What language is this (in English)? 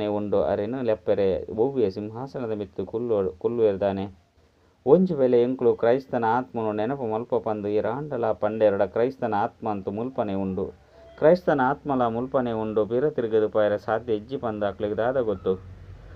Tulu